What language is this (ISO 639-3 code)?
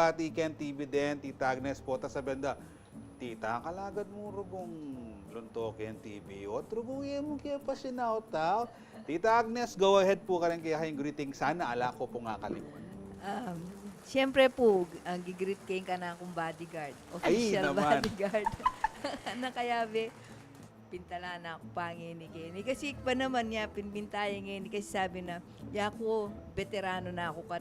pam